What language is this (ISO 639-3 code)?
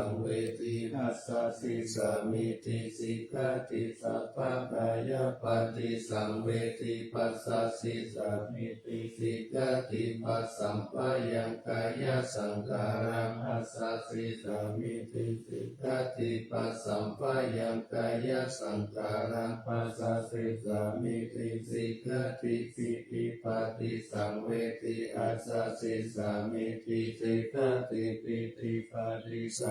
pli